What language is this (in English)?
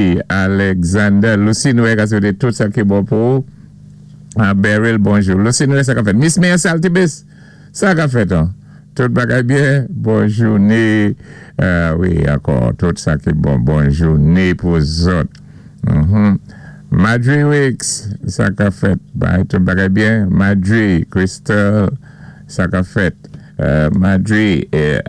Saint Lucian Creole French